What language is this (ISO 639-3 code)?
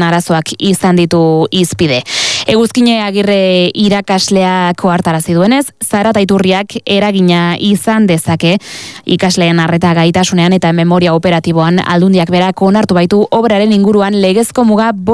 eus